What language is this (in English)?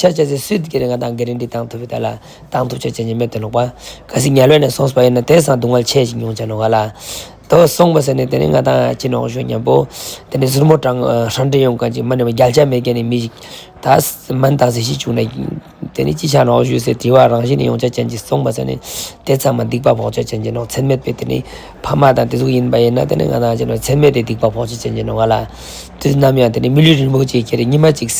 Ladakhi